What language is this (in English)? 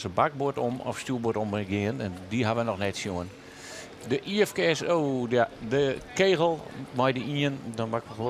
Western Frisian